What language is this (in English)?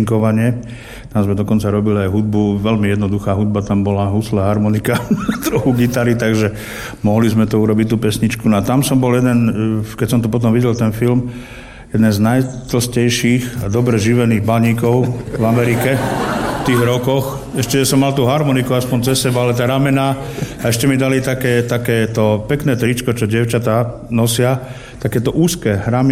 Slovak